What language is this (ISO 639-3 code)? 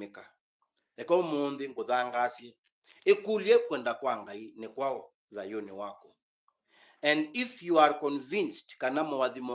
kam